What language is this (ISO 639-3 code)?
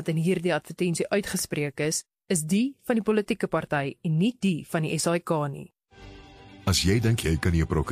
afr